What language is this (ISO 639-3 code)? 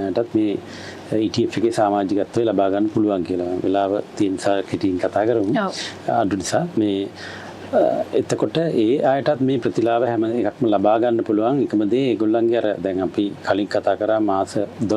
sin